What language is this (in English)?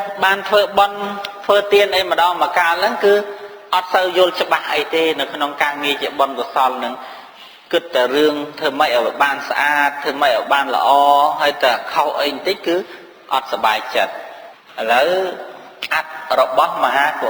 Khmer